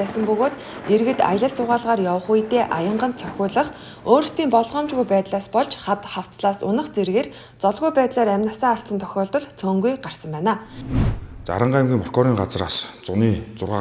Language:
Mongolian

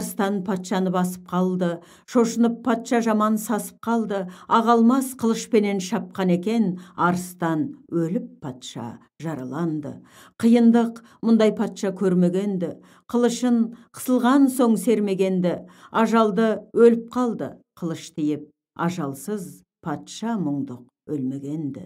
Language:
Kazakh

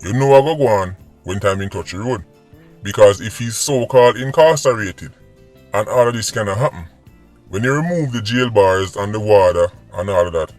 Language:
Jamaican Creole English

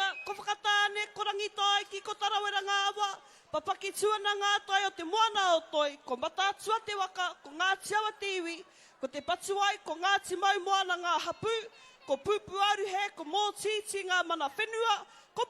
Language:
Māori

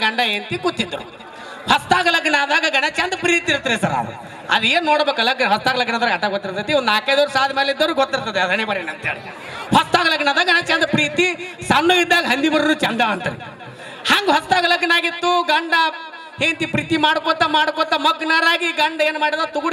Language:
Kannada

